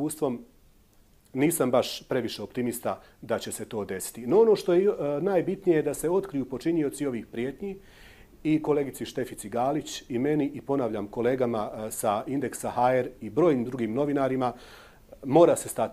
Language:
Bosnian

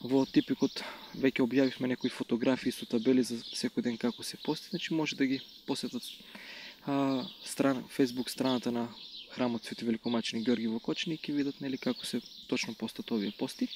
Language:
Macedonian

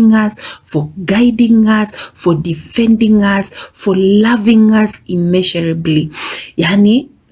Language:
Gusii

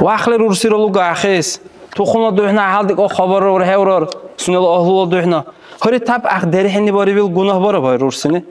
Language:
Dargwa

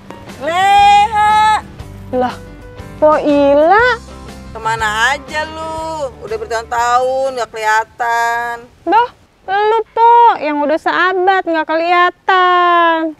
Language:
Betawi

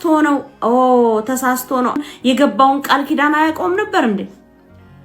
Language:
Amharic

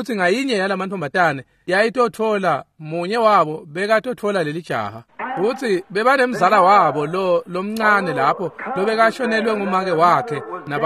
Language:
Swati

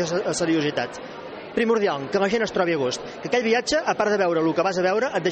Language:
Catalan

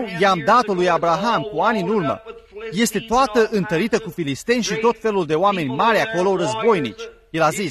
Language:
Romanian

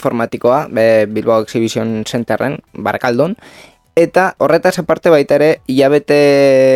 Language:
Basque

